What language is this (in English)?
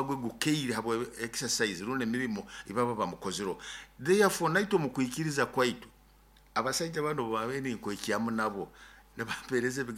Nyoro